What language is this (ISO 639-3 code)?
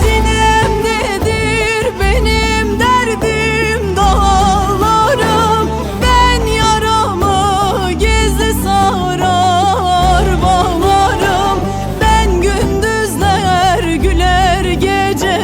zza